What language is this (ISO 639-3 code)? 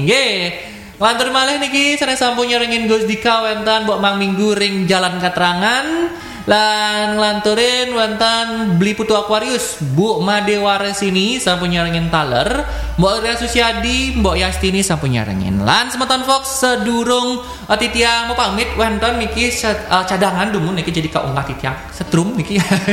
ban